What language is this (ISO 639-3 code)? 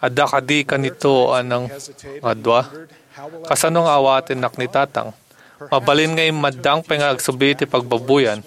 ilo